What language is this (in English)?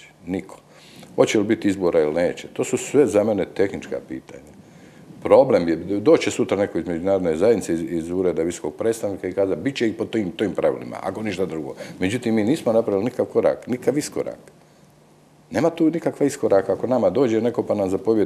Croatian